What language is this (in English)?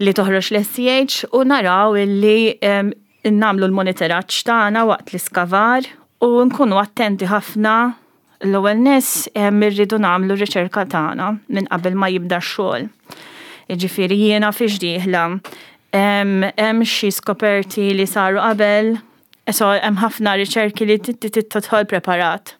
Maltese